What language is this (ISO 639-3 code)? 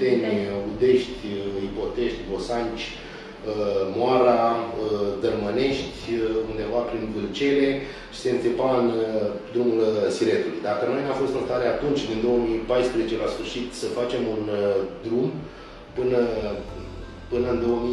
ron